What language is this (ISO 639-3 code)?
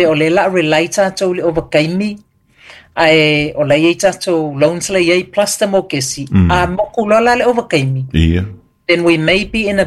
smo